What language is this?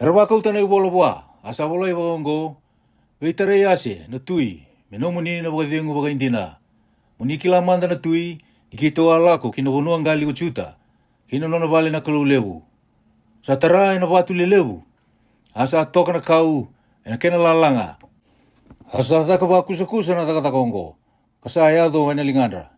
Fijian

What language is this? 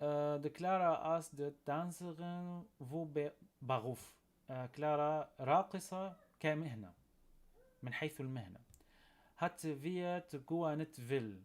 North Levantine Arabic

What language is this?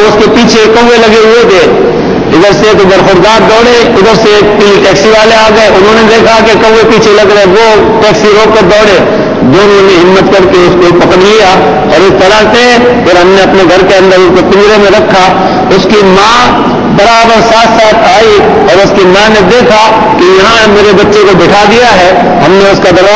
Urdu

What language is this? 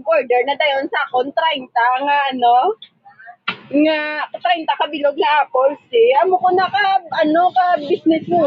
Hiligaynon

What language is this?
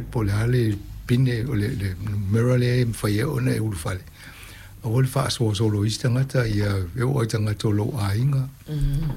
Samoan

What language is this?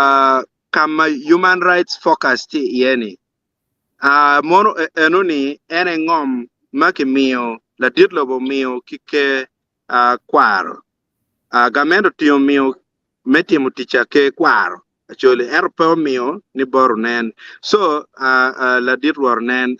Acoli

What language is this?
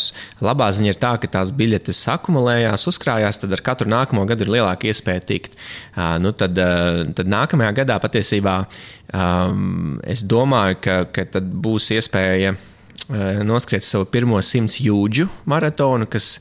Latvian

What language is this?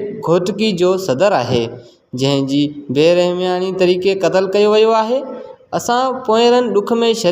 Sindhi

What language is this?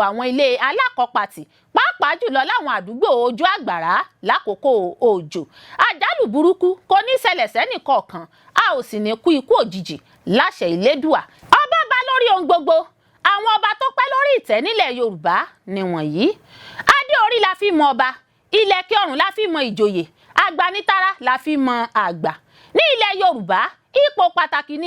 Yoruba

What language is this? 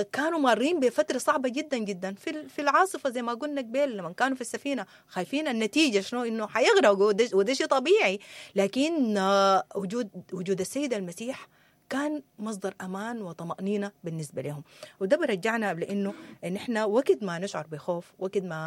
Sudanese Arabic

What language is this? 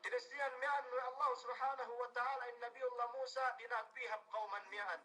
Yakan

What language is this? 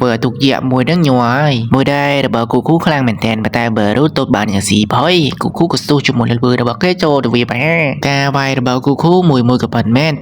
Khmer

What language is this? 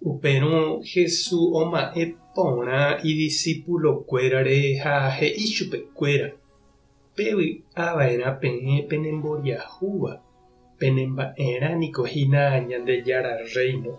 Guarani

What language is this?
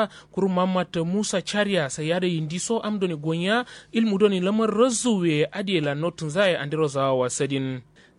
Kanuri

